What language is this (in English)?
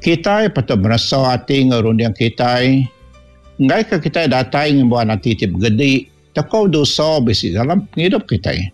Iban